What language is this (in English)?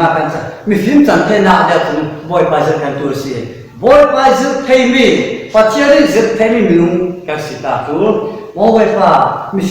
Falam Chin